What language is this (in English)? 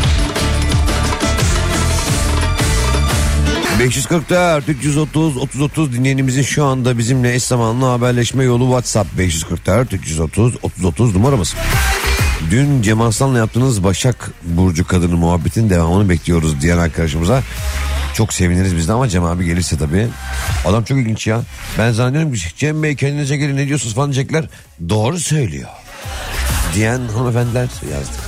Turkish